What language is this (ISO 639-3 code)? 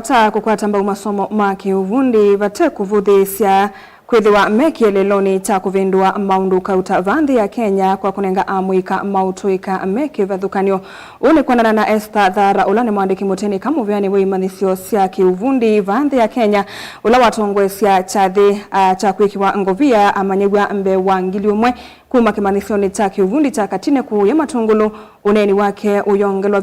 kam